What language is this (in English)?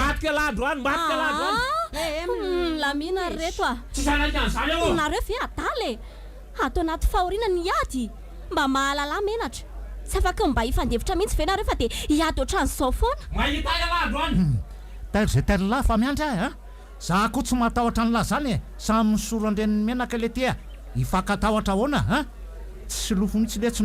Malagasy